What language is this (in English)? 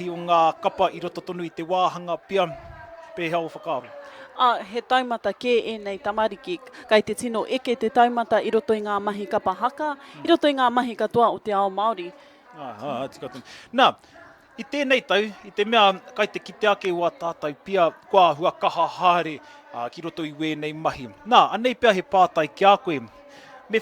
Māori